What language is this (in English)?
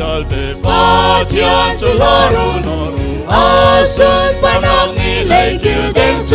Hakha Chin